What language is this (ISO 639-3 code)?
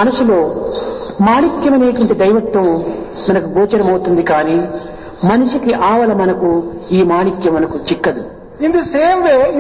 tel